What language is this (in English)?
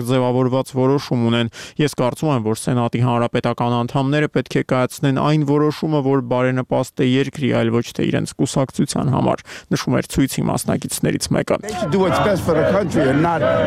Armenian